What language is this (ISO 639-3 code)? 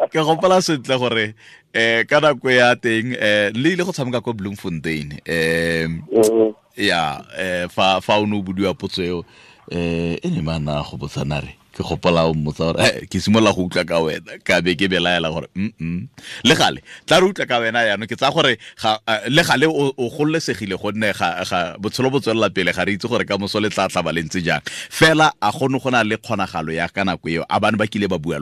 tsn